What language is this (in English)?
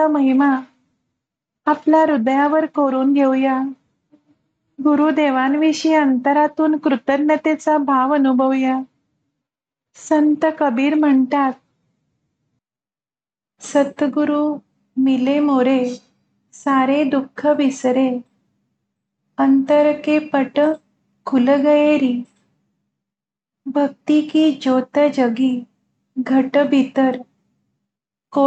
Marathi